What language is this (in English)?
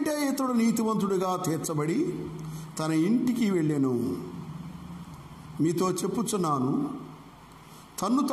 Telugu